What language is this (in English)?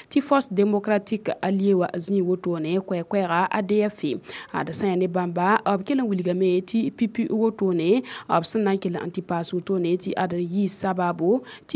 Mossi